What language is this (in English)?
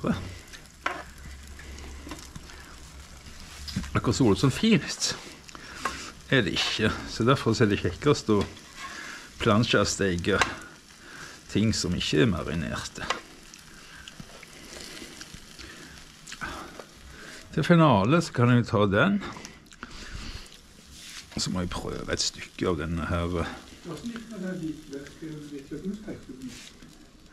Norwegian